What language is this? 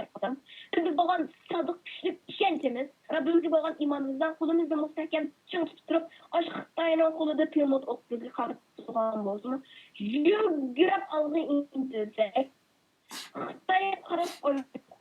Uyghur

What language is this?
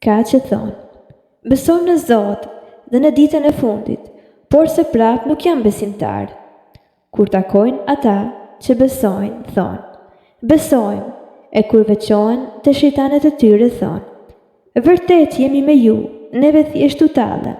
Albanian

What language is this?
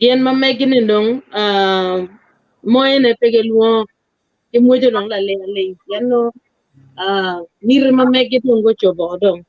Acoli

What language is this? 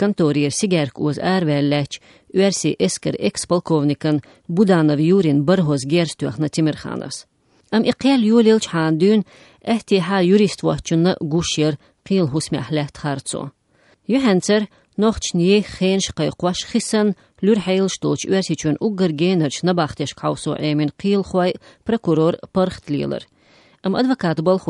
Chechen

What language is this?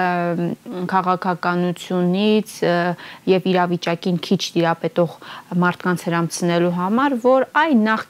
Armenian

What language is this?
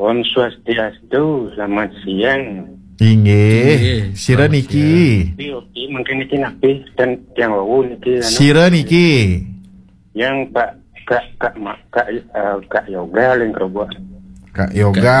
Balinese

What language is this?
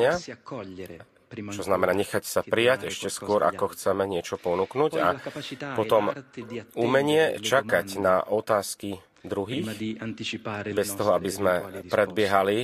Slovak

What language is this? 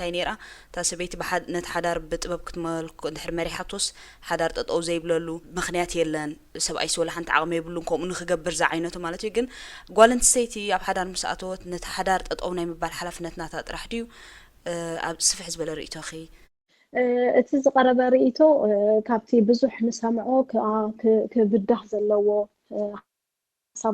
Tigrinya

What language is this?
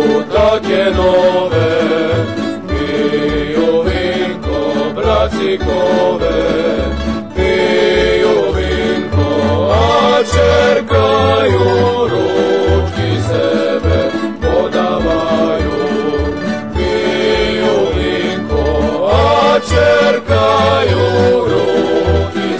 Rusyn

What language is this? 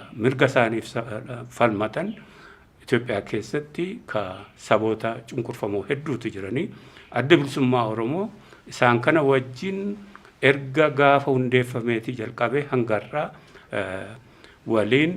Oromo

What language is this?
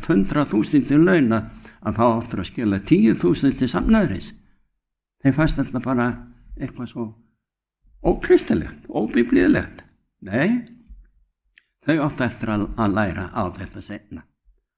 Icelandic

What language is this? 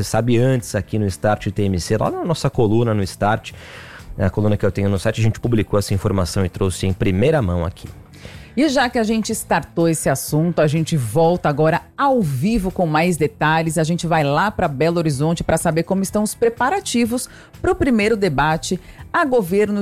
Portuguese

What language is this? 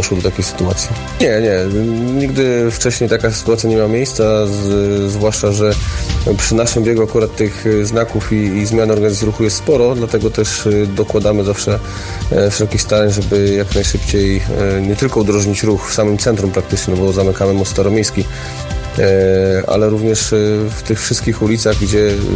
Polish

